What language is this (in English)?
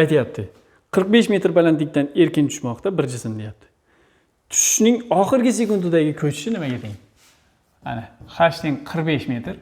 Uzbek